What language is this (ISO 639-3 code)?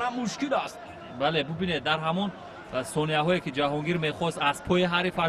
tgk